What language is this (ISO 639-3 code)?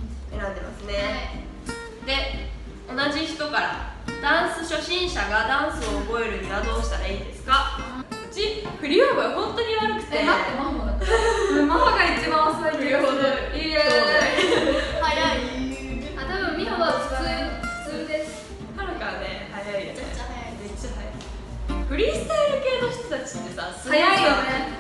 jpn